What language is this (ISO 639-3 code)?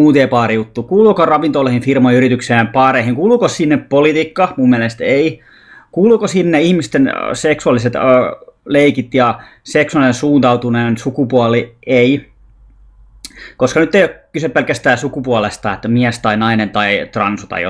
fin